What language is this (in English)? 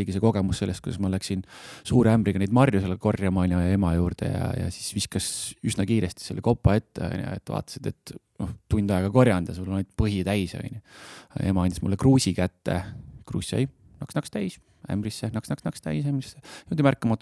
Estonian